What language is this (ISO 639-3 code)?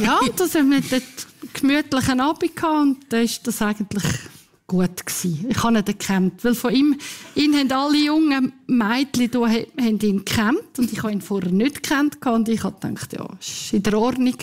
gsw